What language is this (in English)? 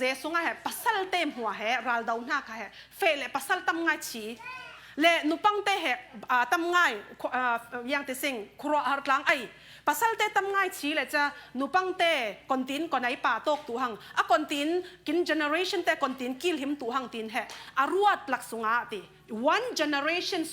Falam Chin